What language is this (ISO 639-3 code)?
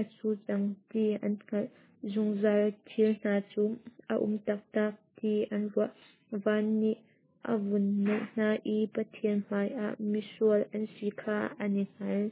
cnh